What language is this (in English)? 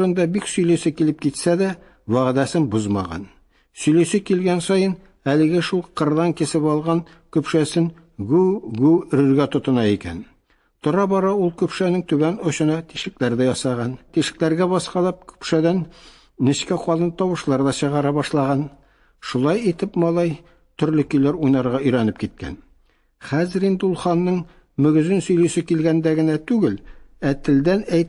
Tatar